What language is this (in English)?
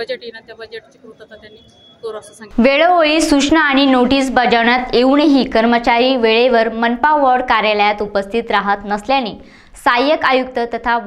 Marathi